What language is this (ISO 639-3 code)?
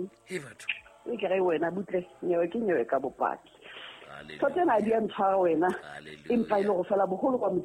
sot